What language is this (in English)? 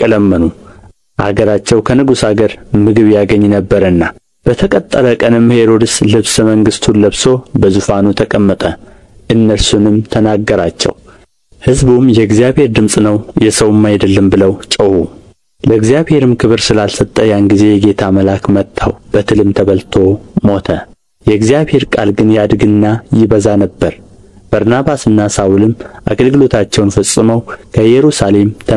Amharic